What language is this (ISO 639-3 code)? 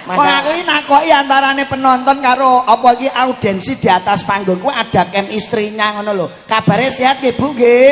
jav